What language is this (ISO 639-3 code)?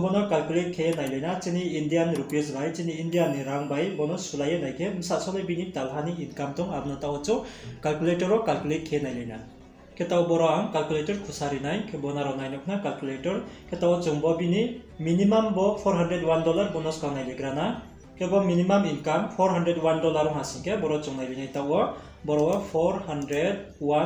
ria